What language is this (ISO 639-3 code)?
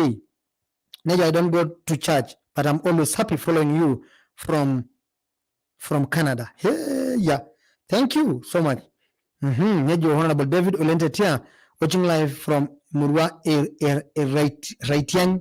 mas